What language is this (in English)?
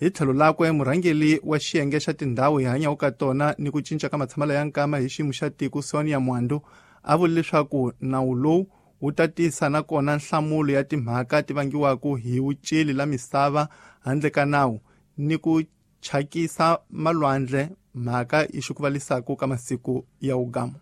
Tsonga